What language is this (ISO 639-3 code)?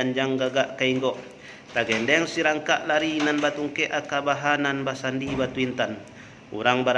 min